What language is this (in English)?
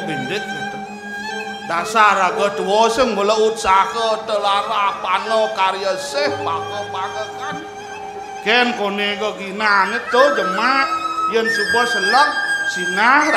Balinese